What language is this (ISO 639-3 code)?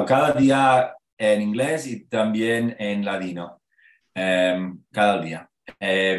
lad